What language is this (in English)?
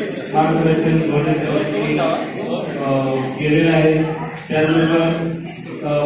Marathi